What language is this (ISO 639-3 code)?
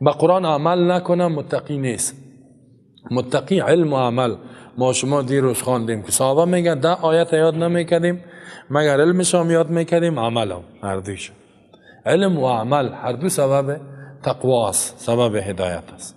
fas